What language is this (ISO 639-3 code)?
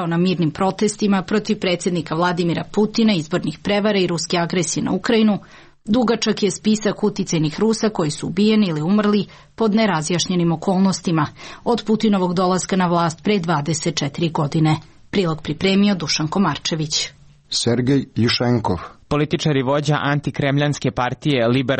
srp